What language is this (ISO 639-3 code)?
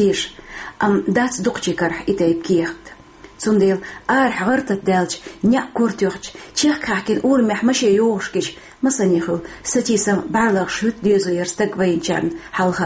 che